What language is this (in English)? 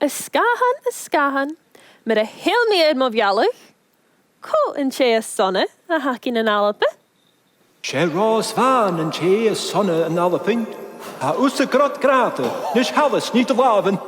Scottish Gaelic